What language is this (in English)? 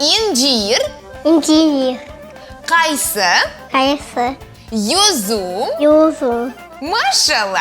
Crimean Tatar